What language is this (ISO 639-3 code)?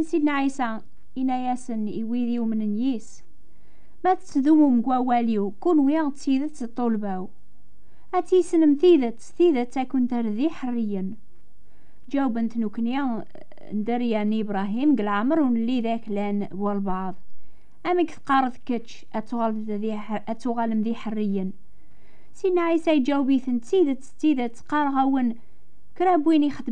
kab